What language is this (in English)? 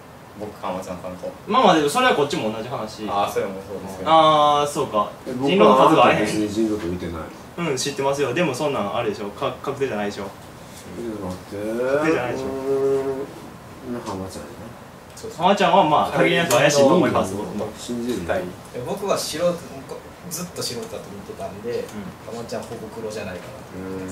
Japanese